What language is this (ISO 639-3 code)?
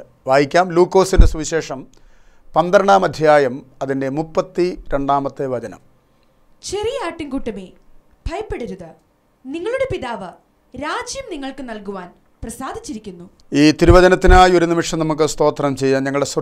mal